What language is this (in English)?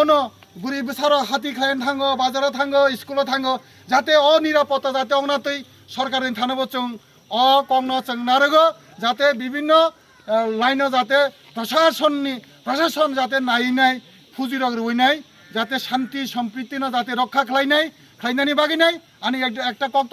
Kok Borok